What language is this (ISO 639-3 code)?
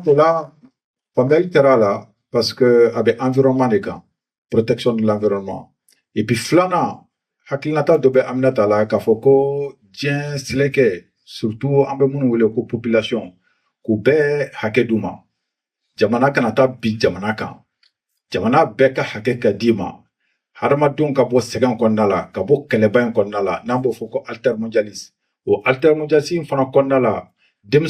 bam